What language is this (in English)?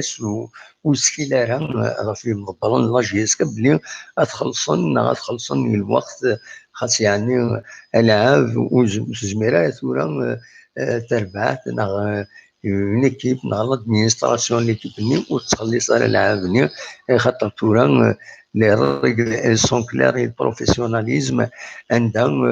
Kabyle